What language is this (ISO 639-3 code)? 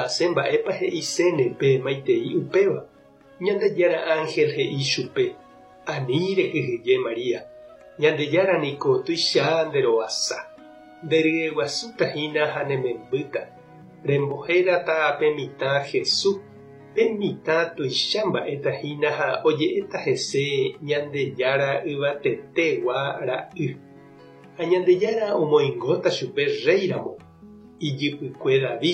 grn